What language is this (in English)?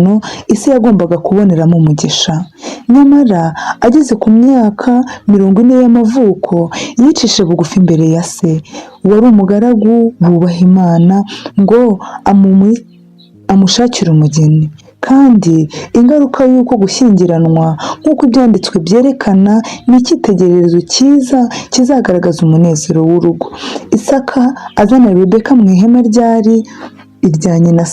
Kinyarwanda